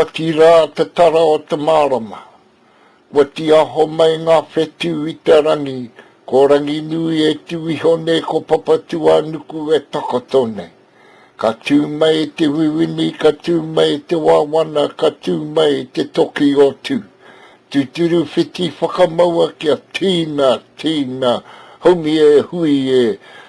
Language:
Māori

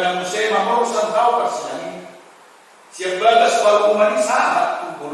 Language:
Batak Toba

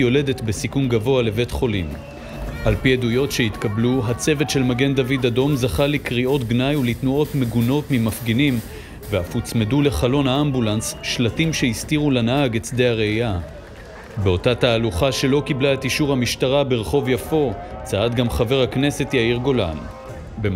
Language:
Hebrew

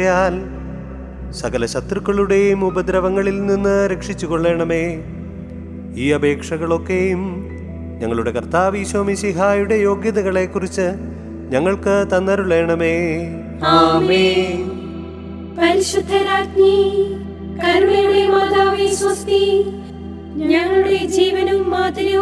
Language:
Malayalam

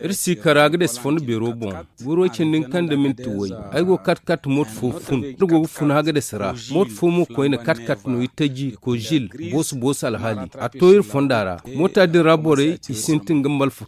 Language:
Zarma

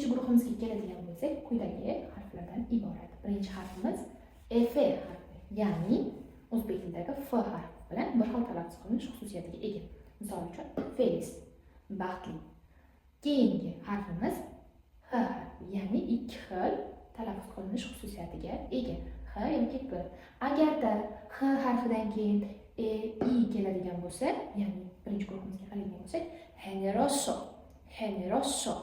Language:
Uzbek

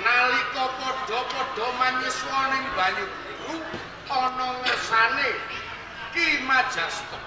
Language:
Javanese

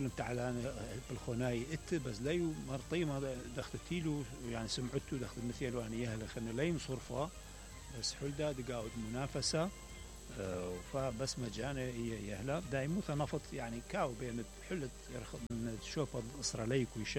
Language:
Mesopotamian Arabic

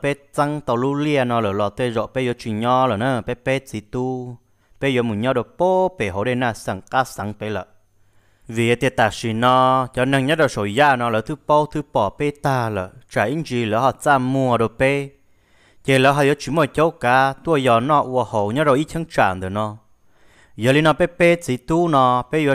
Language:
Hmong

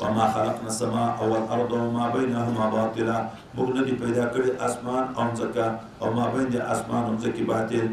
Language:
Pashto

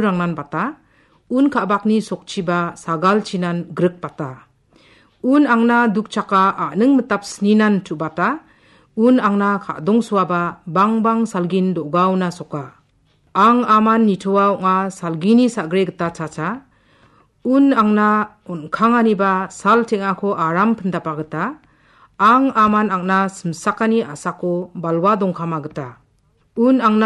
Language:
Garo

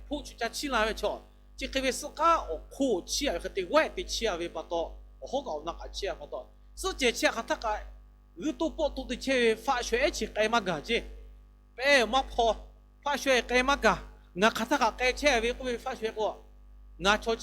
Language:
Lahu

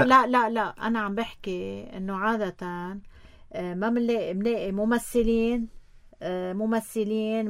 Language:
North Levantine Arabic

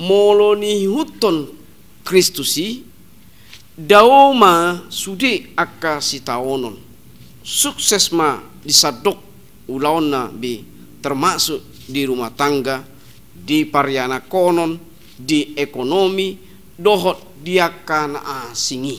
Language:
Batak Toba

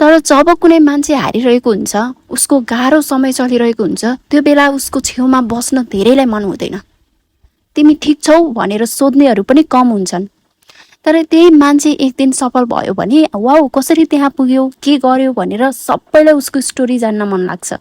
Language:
Nepali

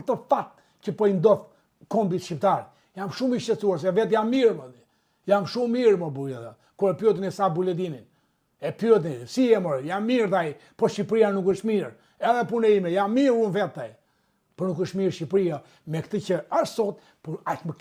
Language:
Albanian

